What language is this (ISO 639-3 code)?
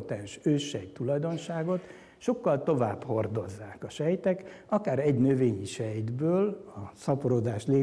hun